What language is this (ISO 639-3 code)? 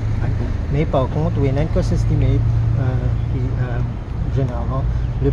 mfe